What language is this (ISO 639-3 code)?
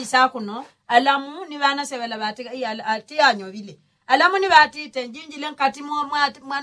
yao